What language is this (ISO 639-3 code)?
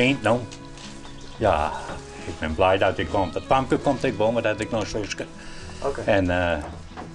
fry